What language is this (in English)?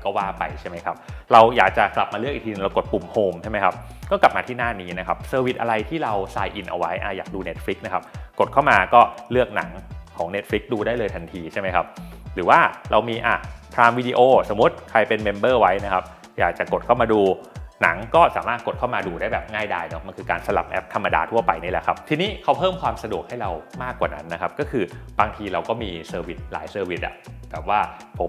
Thai